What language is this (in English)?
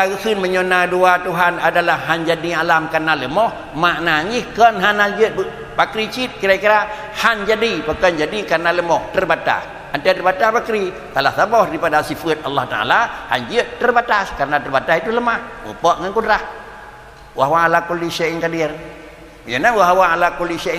Achinese